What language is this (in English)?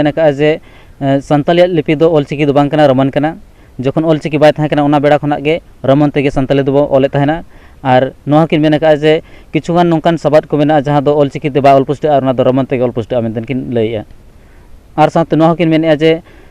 Santali